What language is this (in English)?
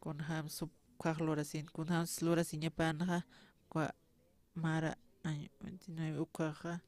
Aymara